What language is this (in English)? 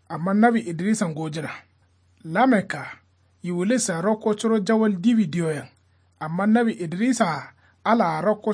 Kanuri